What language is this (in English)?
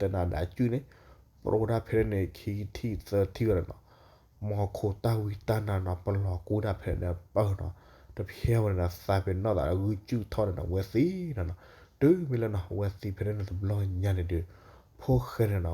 S'gaw Karen